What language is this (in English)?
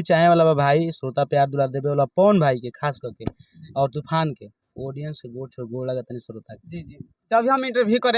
Bhojpuri